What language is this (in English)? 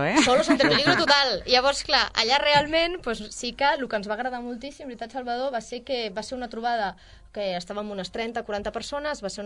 Catalan